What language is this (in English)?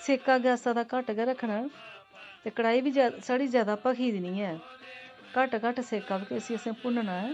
Dogri